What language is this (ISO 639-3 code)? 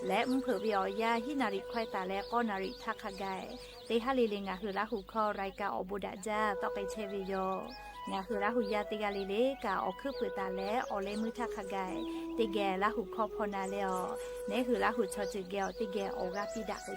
lhu